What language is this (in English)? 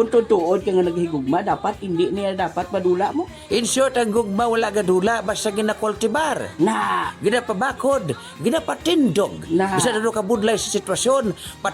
Hiligaynon